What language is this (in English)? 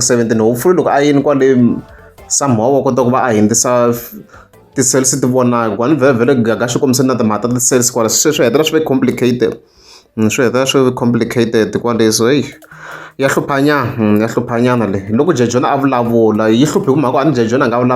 Tsonga